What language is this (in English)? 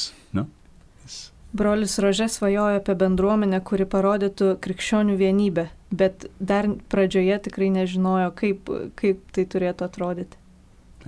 Lithuanian